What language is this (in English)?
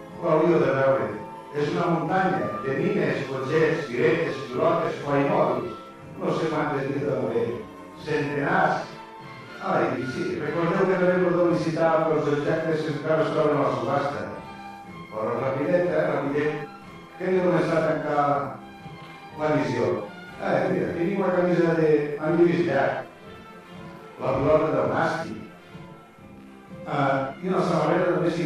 Catalan